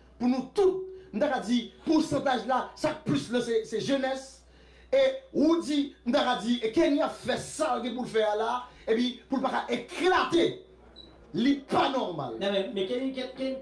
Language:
Haitian Creole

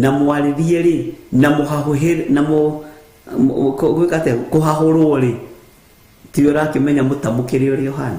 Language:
Kikuyu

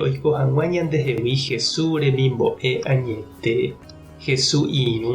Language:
Guarani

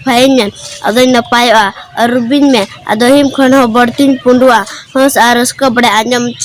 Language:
Santali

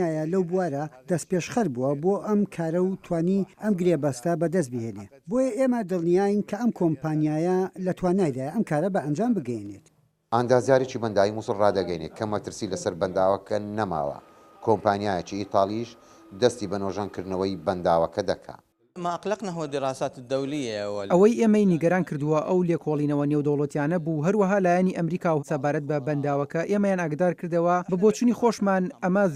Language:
Central Kurdish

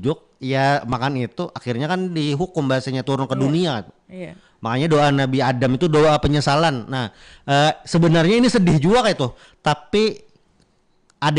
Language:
Banjar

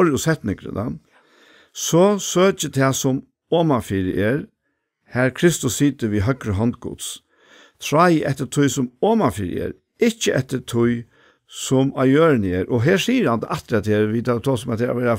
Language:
Faroese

